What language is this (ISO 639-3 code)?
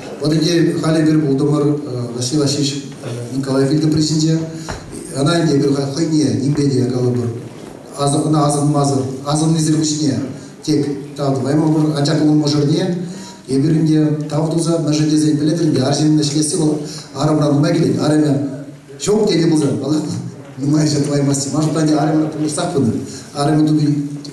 chv